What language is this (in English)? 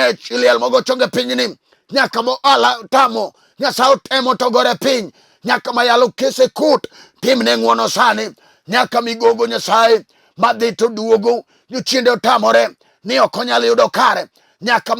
Luo (Kenya and Tanzania)